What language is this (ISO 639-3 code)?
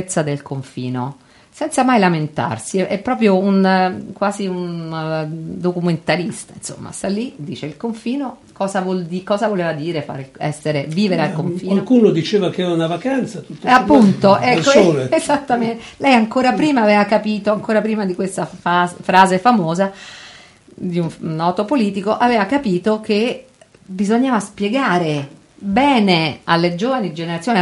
ita